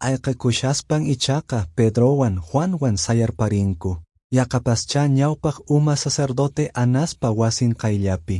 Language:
Quechua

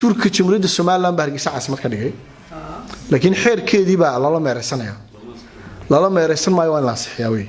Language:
Somali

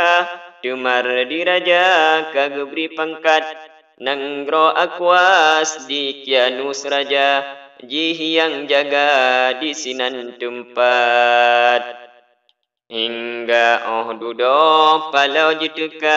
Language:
Achinese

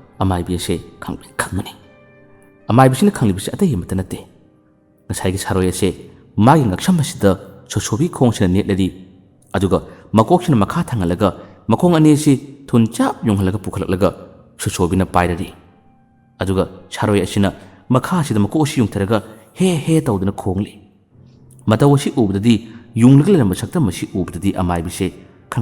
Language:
Manipuri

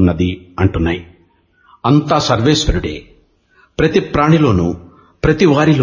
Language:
Telugu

